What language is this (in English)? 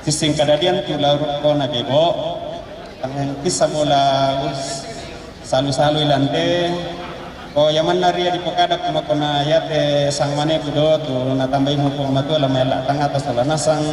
Toraja-Sa'dan